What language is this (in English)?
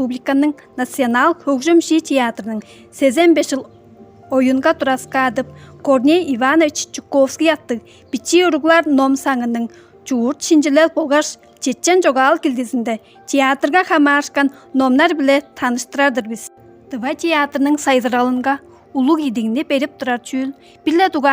Tuvinian